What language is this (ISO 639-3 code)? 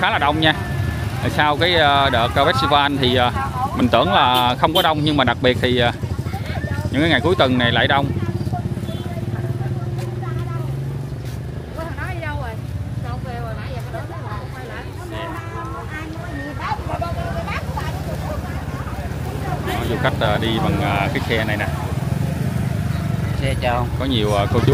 vie